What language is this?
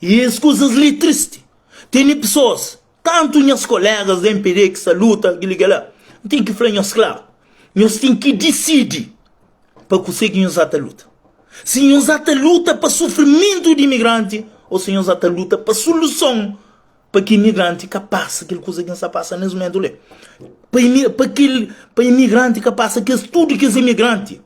Kabuverdianu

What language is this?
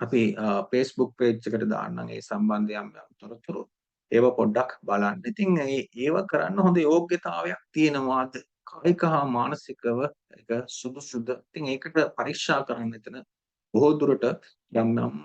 Sinhala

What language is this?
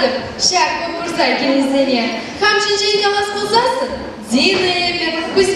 Chuvash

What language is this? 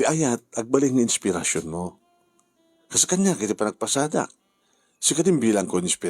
Iloko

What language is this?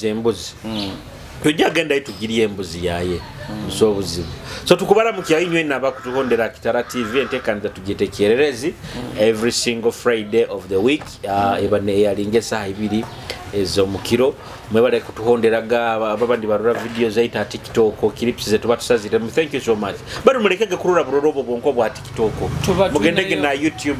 Nyoro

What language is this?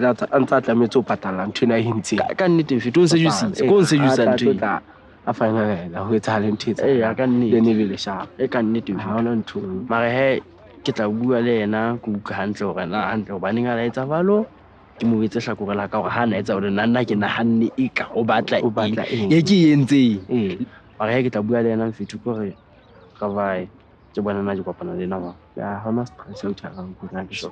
Southern Sotho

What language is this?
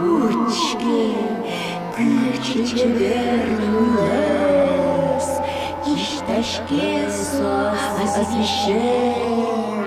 Udmurt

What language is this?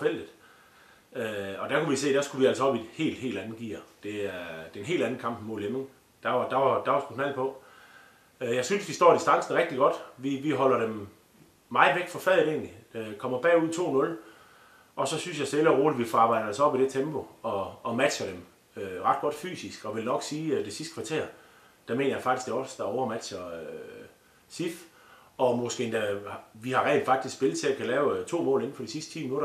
Danish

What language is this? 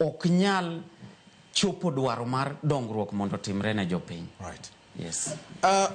Luo (Kenya and Tanzania)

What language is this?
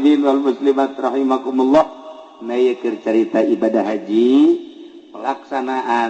Sundanese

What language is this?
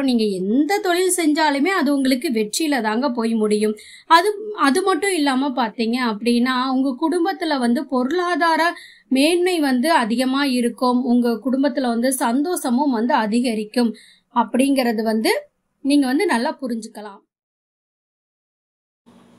Tamil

